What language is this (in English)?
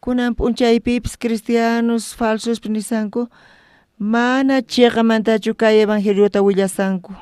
South Bolivian Quechua